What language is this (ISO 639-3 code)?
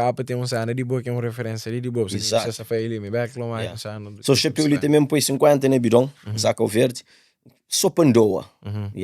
kea